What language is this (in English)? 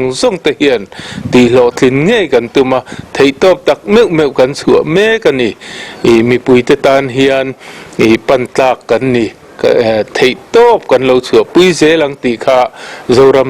Mizo